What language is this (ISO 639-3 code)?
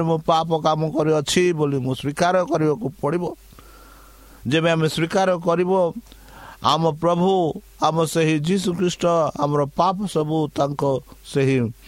ori